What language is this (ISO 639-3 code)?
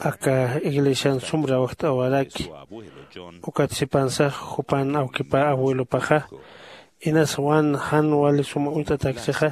aym